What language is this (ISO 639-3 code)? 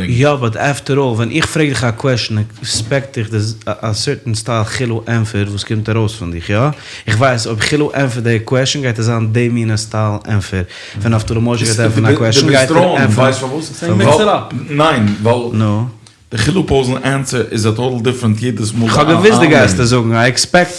yid